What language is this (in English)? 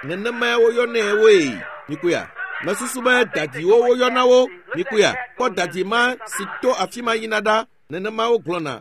Ewe